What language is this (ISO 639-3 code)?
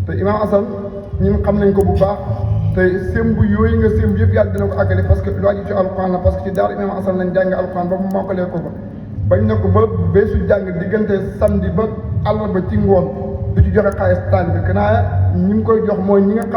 wol